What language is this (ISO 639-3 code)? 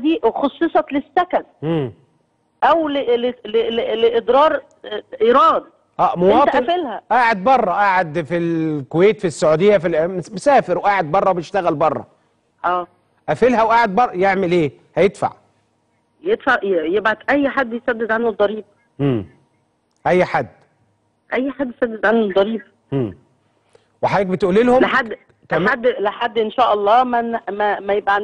arz